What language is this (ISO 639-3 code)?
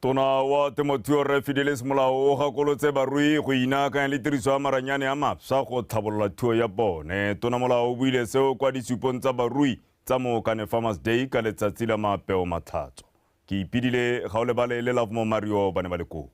tsn